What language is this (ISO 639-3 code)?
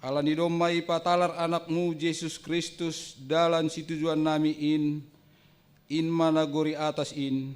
bts